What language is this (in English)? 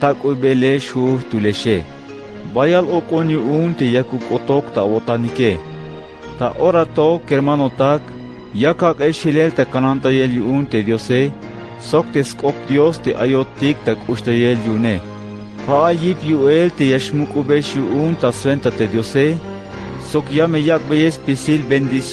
Tzeltal